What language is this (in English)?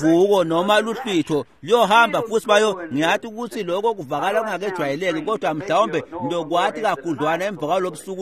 Swati